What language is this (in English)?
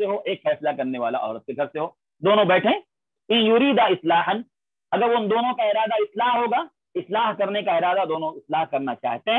Urdu